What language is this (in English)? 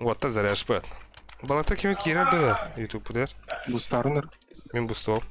Yakut